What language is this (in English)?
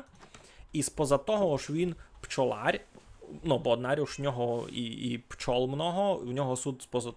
Rusyn